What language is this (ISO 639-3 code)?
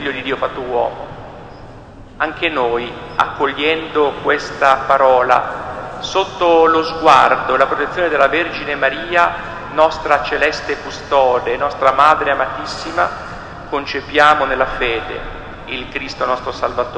ita